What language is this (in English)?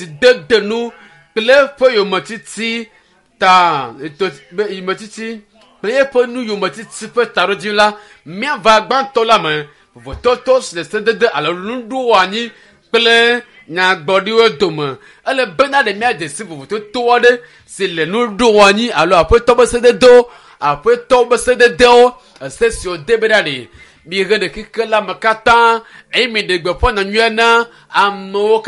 Ewe